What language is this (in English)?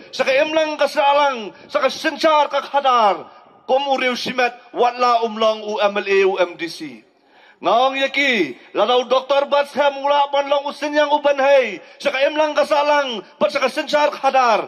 Khasi